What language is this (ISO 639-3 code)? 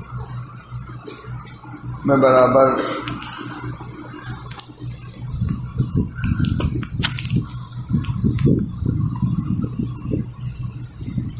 urd